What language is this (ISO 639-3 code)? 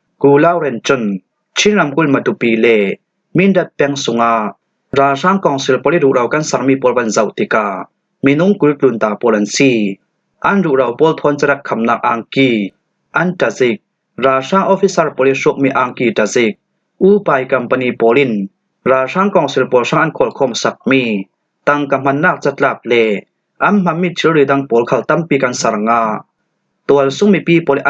cfm